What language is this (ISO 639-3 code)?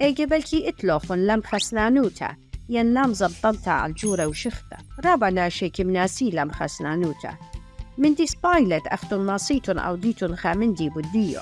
aii